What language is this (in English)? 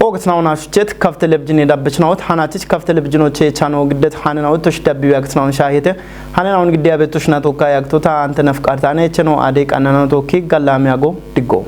Kafa